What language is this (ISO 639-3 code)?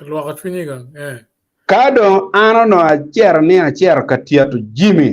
ach